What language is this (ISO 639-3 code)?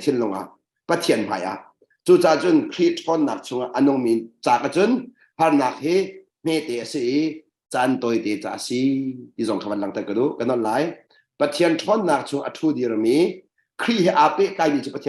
cnh